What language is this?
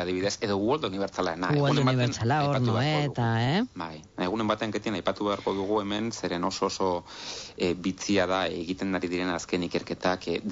Basque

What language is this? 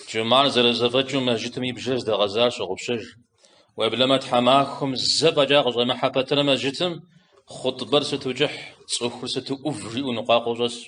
Kabardian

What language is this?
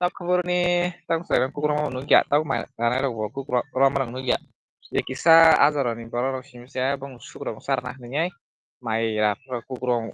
Kok Borok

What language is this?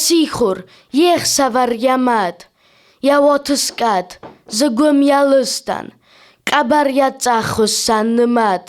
Ossetic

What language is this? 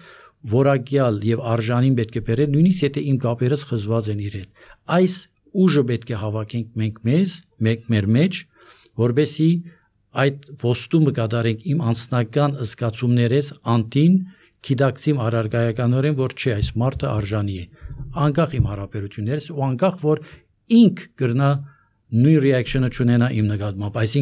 Armenian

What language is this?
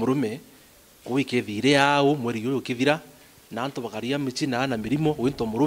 Meru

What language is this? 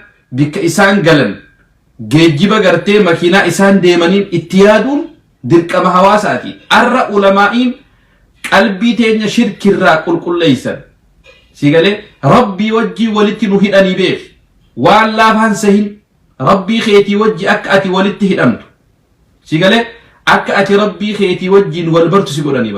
Oromo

